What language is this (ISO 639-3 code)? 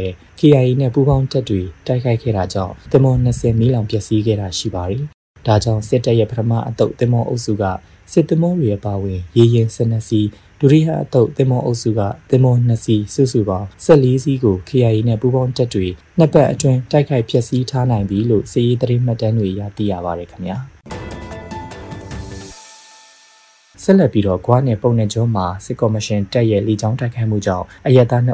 mya